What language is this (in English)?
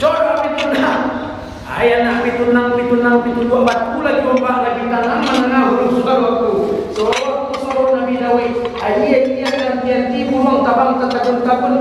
Minangkabau